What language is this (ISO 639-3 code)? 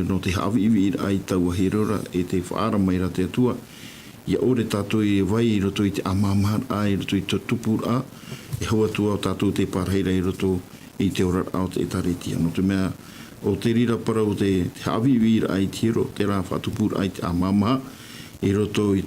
tah